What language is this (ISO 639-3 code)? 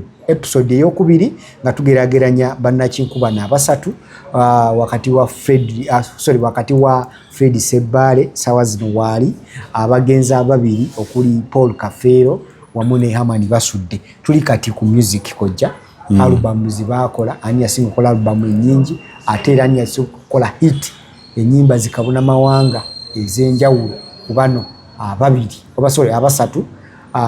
lug